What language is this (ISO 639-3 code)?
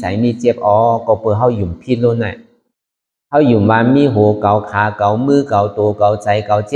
shn